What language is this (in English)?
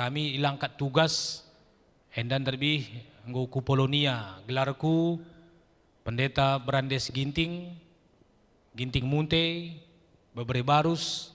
Batak Karo